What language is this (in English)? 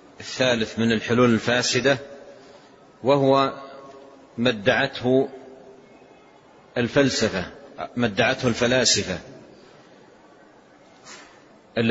Arabic